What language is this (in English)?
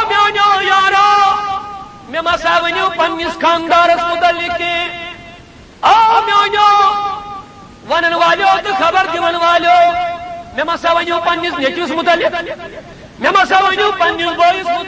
Kashmiri